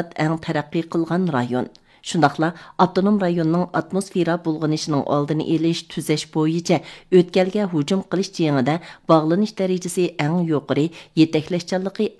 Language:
Uyghur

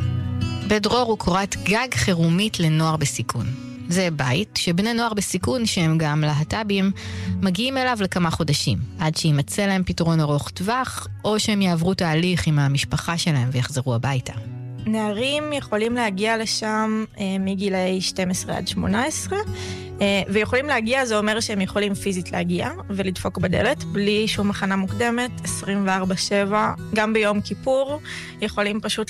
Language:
Hebrew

